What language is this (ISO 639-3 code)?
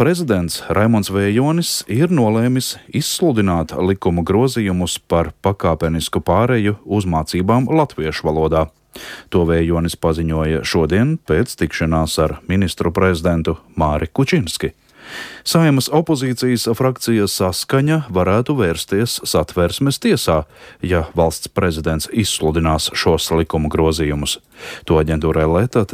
lav